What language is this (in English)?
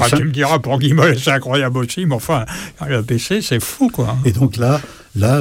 French